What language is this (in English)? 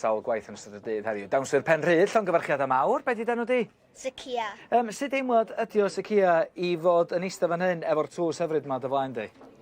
Welsh